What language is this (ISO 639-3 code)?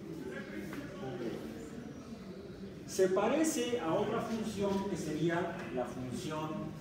spa